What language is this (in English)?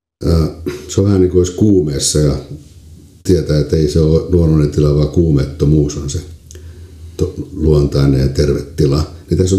Finnish